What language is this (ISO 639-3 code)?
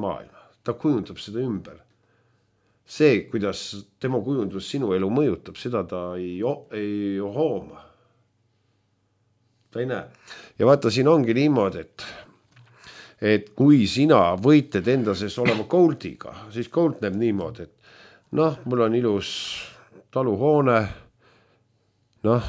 est